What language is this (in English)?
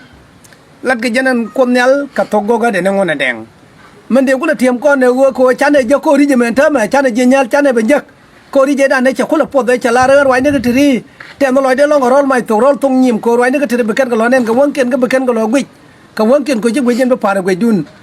Nuer